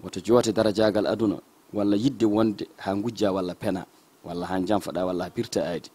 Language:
Fula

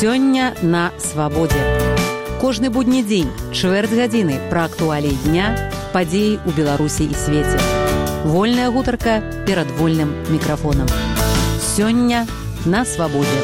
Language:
Belarusian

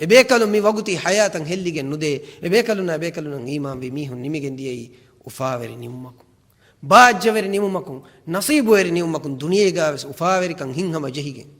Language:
Divehi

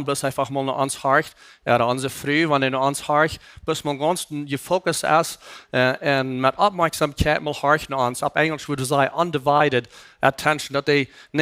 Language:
Plautdietsch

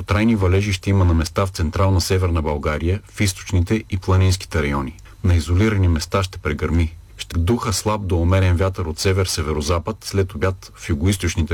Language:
Bulgarian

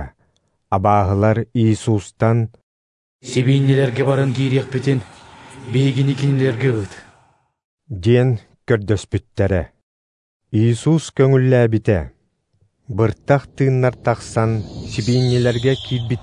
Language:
Yakut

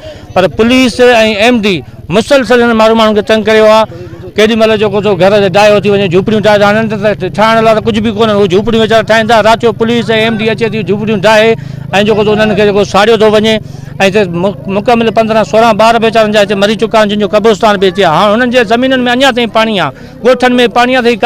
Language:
Sindhi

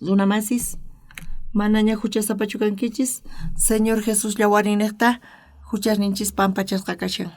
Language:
South Bolivian Quechua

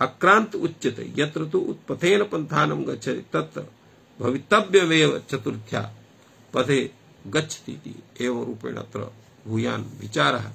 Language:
Sanskrit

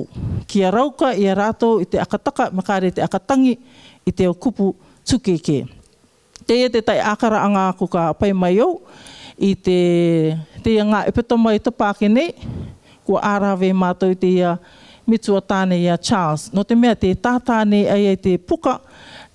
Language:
Rarotongan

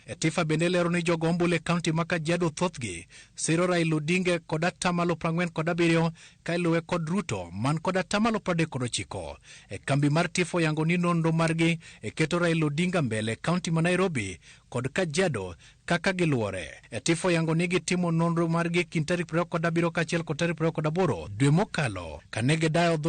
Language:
Luo (Kenya and Tanzania)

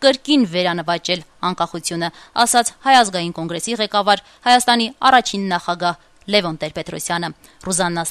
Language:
Armenian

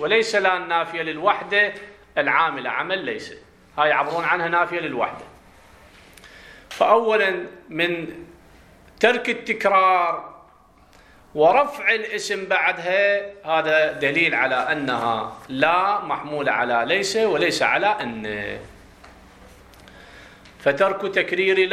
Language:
Arabic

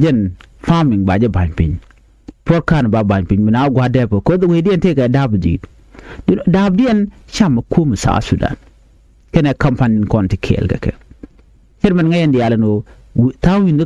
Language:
Nuer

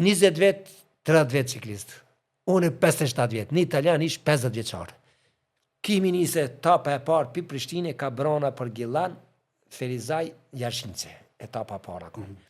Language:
Albanian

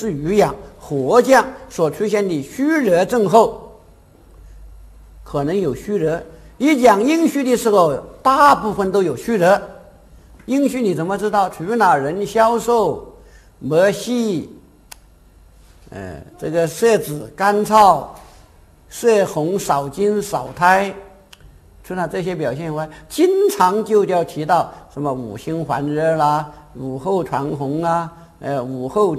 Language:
Chinese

